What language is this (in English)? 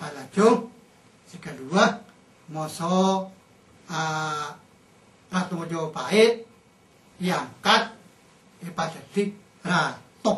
Madurese